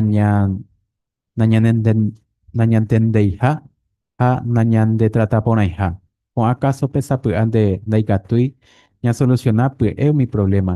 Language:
Guarani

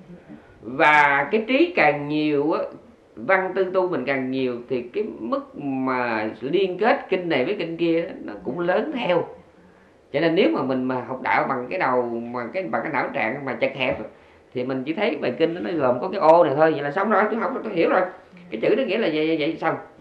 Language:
Vietnamese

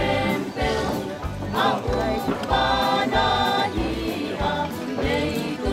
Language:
Tedim Chin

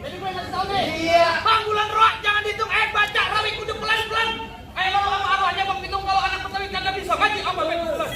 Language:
Betawi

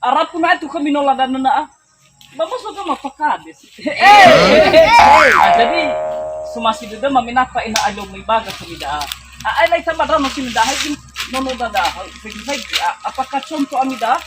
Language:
Nias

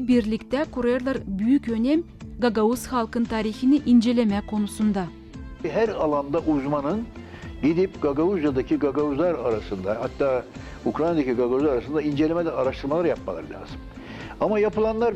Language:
Gagauz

